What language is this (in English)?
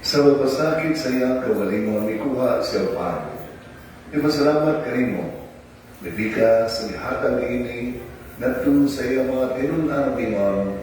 Cebuano